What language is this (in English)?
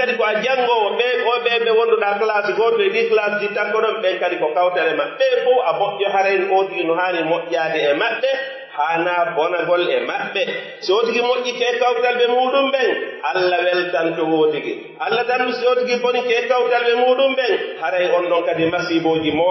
Pular